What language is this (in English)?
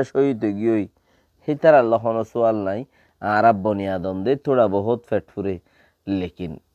Rohingya